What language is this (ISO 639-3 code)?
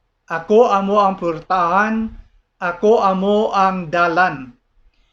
hil